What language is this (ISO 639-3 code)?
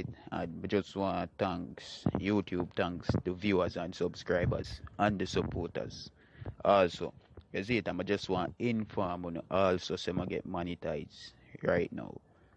jam